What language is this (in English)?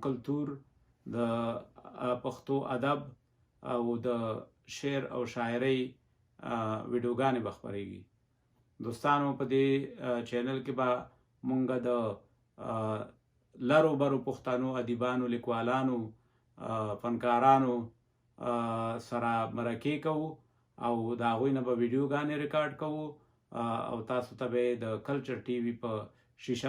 Pashto